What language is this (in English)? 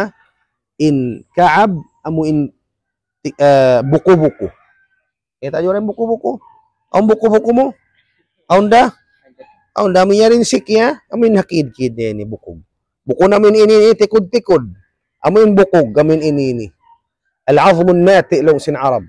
Tausug